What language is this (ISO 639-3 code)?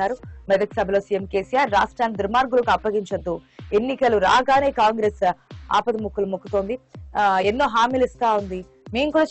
tel